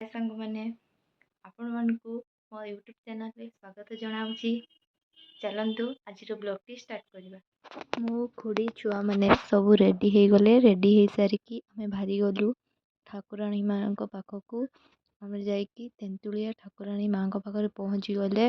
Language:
Odia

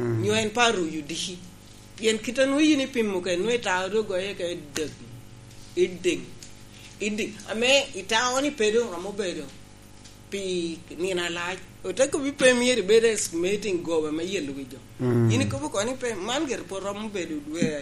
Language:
Lango (Uganda)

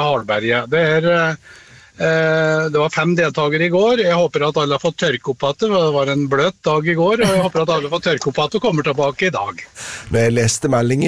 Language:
Norwegian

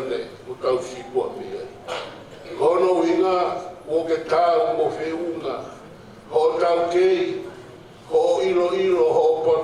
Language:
Tongan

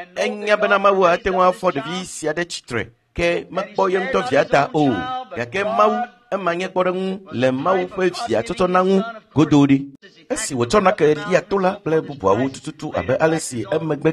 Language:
Ewe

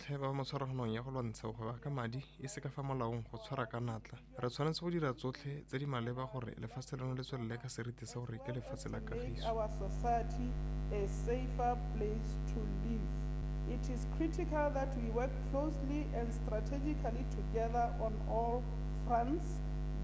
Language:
Tswana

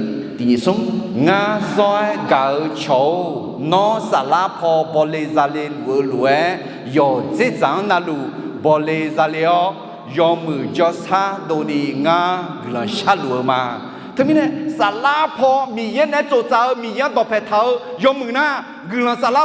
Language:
Akha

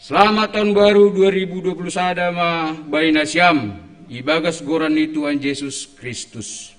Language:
Batak Simalungun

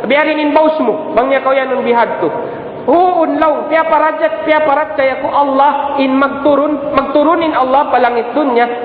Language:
Tausug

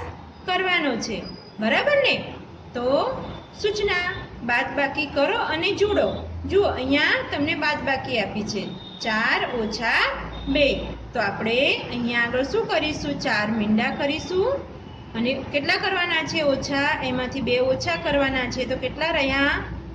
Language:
Gujarati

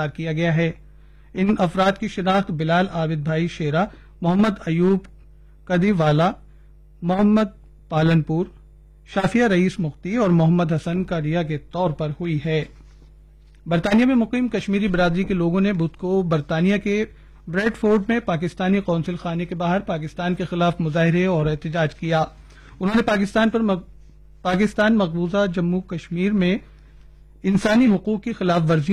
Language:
Urdu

